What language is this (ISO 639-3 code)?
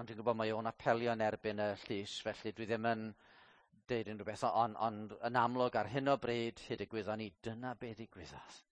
cym